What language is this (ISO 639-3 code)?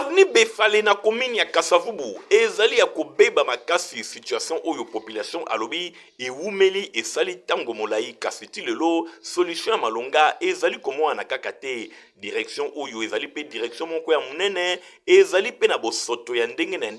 lin